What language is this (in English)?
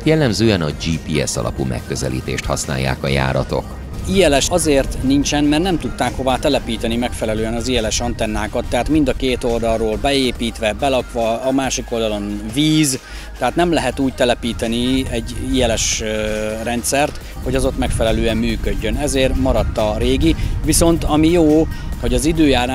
Hungarian